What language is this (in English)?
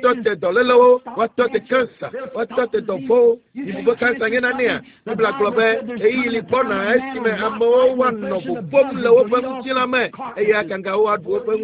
Ewe